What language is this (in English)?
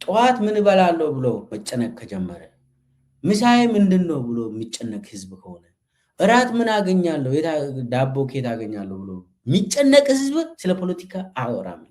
Amharic